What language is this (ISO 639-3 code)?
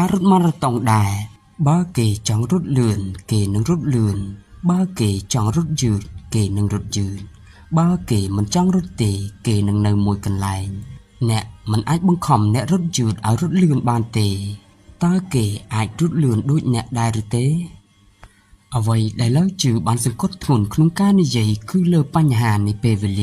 khm